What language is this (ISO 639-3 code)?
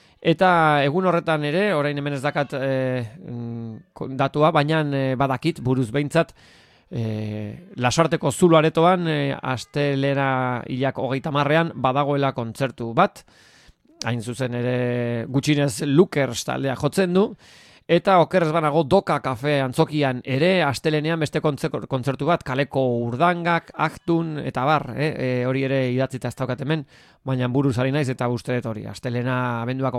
eus